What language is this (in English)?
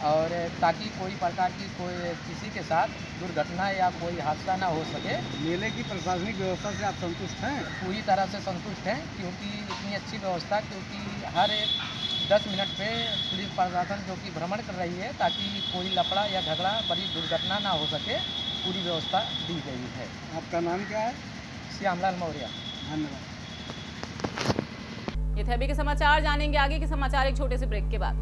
Hindi